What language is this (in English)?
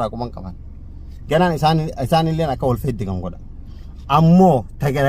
Oromo